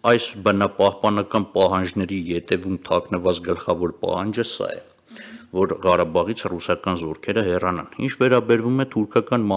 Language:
Armenian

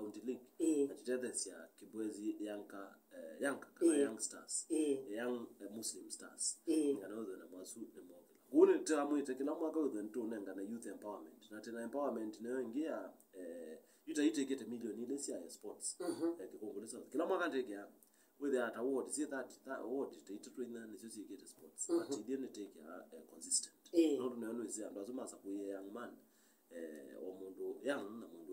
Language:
Kamba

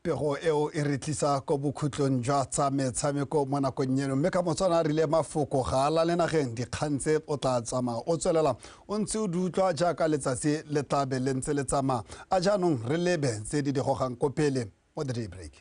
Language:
Tswana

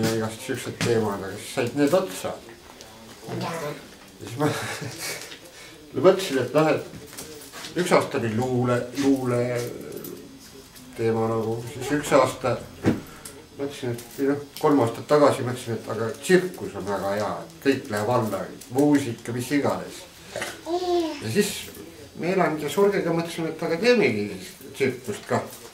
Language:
Estonian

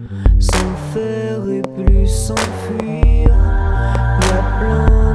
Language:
French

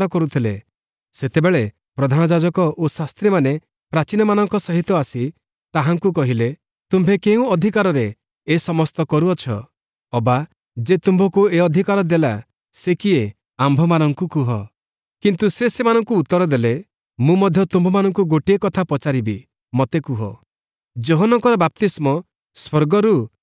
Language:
Odia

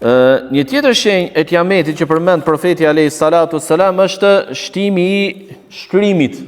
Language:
Albanian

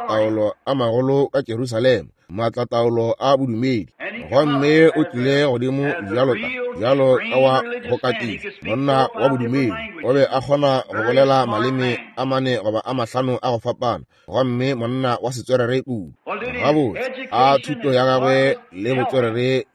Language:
Northern Sotho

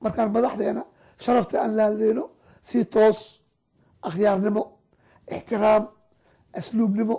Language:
Somali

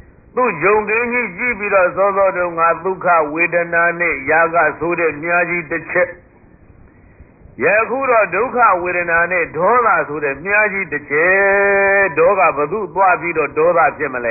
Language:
Burmese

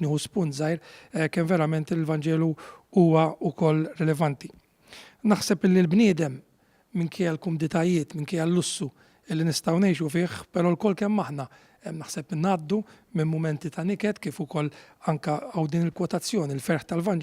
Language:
Maltese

